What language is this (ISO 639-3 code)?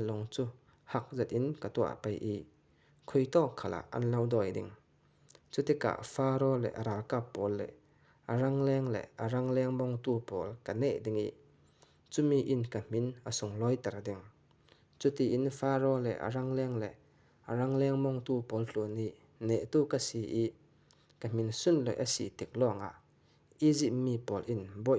cfm